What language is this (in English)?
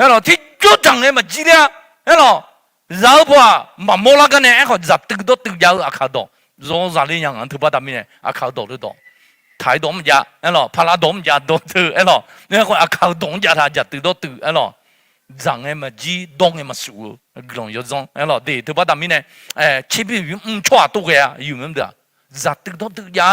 Akha